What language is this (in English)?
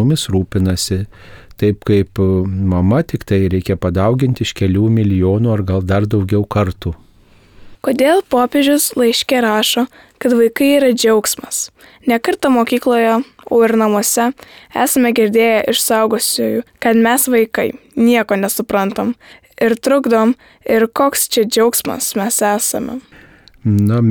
Lithuanian